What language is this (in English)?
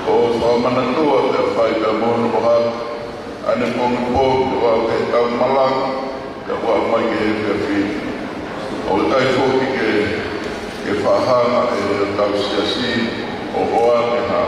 Tongan